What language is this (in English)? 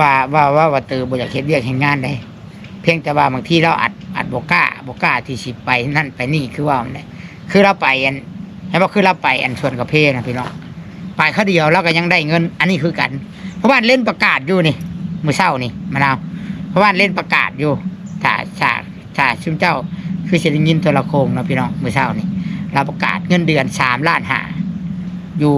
Northeastern Thai